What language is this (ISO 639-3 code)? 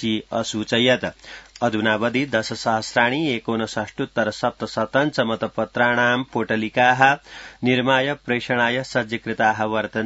san